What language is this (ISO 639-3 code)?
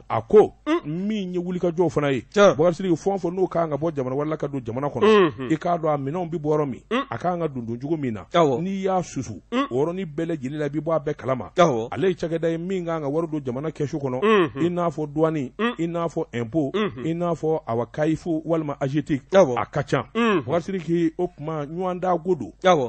bam